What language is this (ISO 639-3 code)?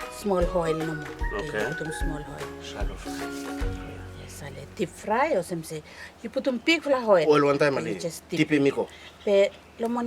bis